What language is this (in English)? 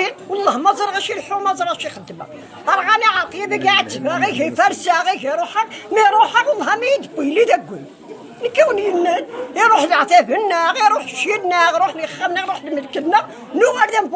Kabyle